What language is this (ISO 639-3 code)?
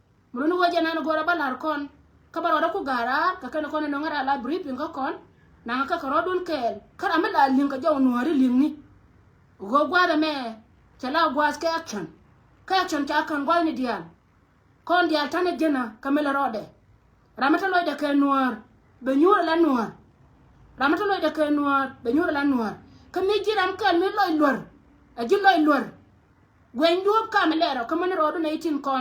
nus